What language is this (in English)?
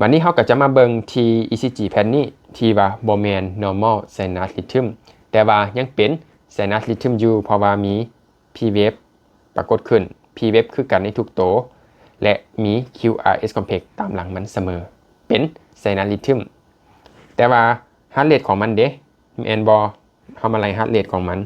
Lao